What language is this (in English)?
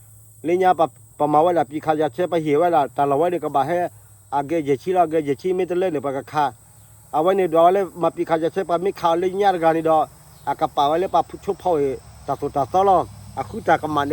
S'gaw Karen